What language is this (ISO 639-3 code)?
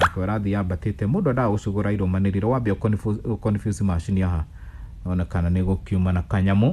kik